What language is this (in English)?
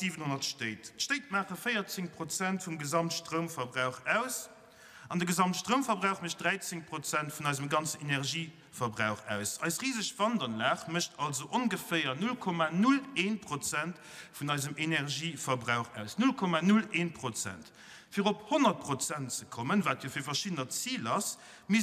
Luxembourgish